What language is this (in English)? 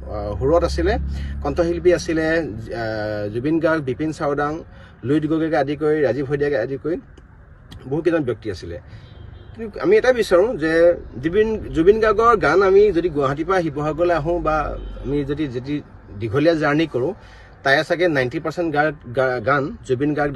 Assamese